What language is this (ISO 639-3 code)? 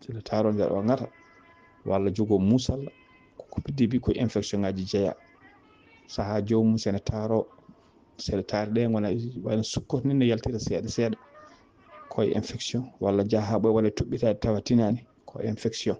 ful